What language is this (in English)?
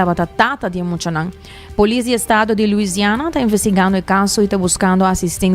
Papiamento